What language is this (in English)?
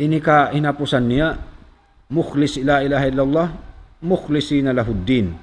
Tausug